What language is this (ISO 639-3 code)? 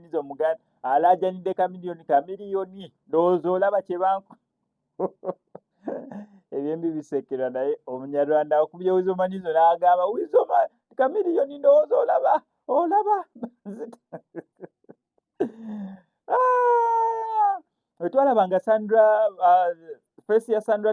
lug